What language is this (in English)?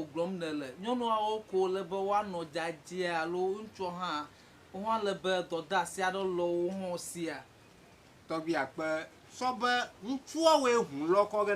Ewe